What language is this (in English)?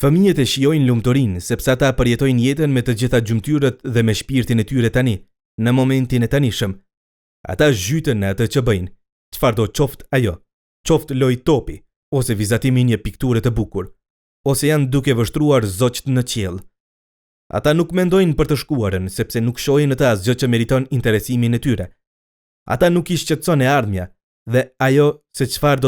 Albanian